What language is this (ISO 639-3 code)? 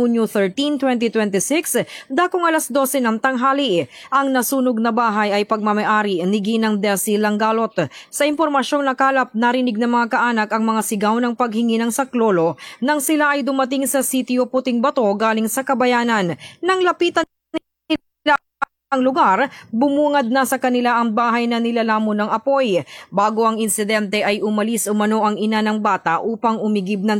fil